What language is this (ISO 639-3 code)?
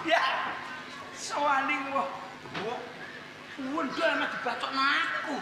jav